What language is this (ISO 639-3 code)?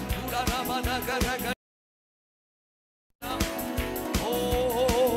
mal